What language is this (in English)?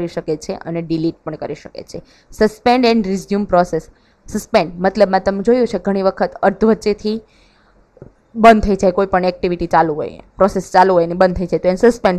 Gujarati